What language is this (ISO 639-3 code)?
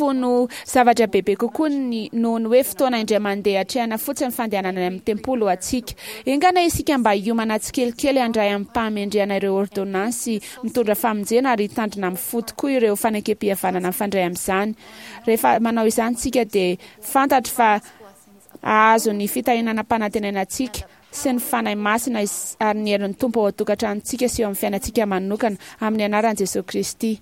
mlg